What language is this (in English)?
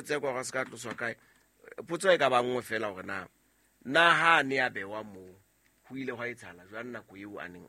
Southern Sotho